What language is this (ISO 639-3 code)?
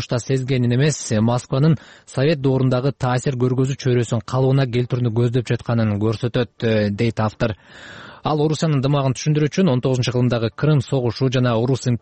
kir